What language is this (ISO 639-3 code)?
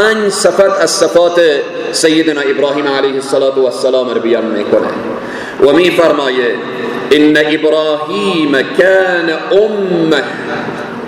fas